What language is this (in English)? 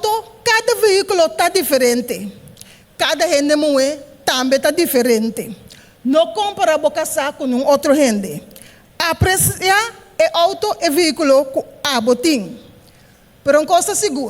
Papiamento